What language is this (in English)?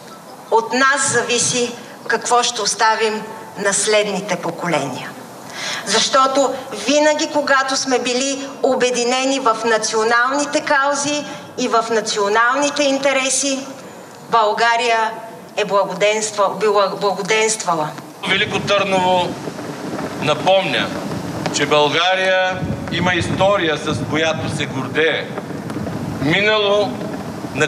Bulgarian